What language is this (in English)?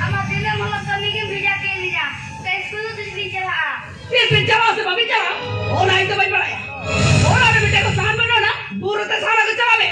Santali